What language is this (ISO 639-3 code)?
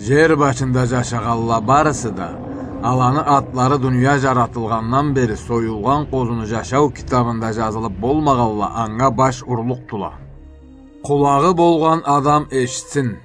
krc